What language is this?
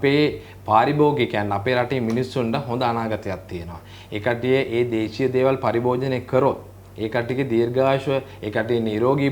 Sinhala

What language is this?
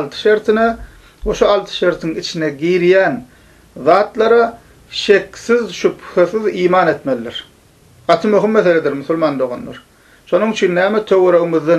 Turkmen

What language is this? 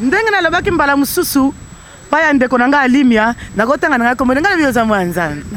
Lingala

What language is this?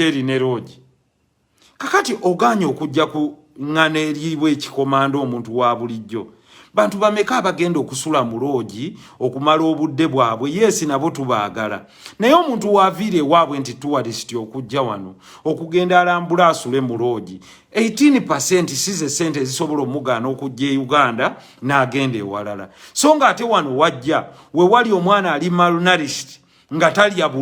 Ganda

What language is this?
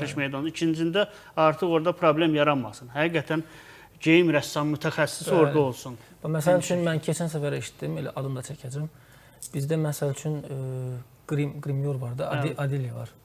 Azerbaijani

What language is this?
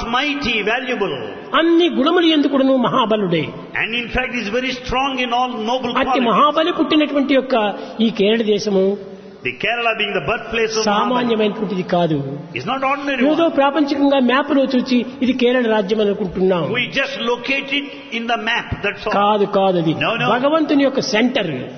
Telugu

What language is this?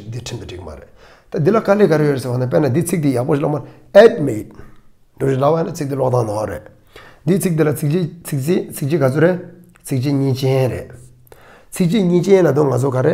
Tibetan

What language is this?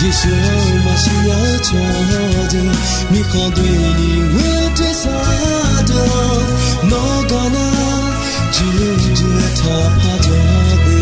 Akha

